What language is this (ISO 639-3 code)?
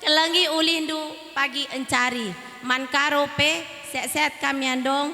btx